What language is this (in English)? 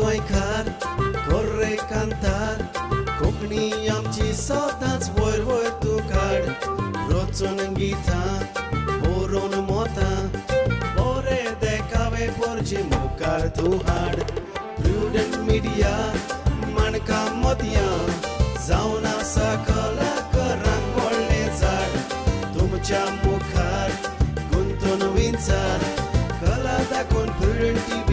Konkani